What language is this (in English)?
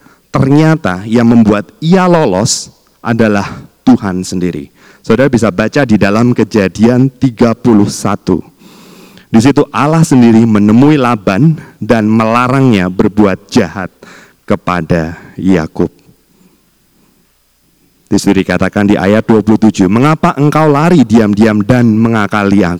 Indonesian